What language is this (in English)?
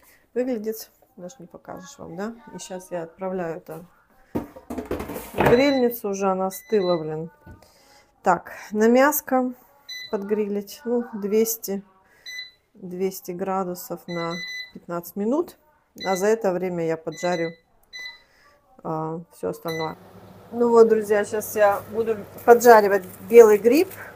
Russian